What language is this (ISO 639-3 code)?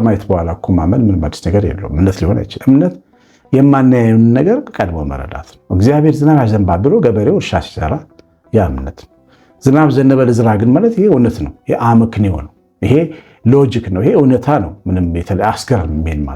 amh